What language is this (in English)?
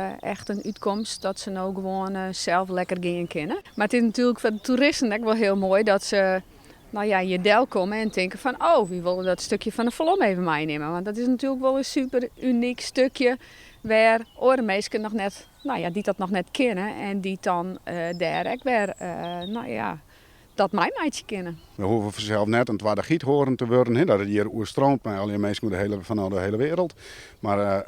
Western Frisian